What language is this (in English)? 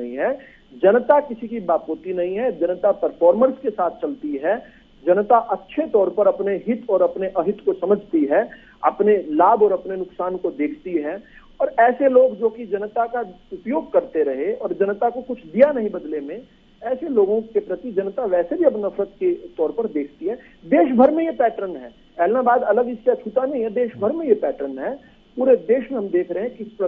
Hindi